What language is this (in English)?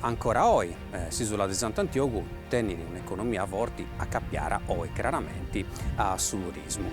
Sardinian